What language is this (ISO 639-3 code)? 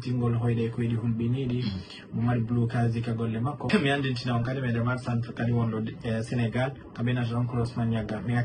ful